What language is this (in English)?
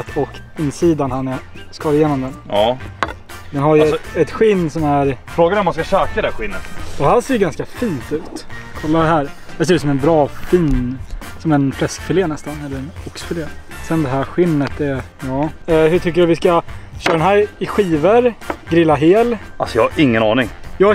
Swedish